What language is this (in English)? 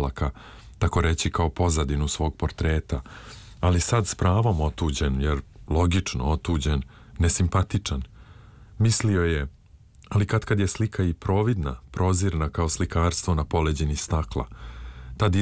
Serbian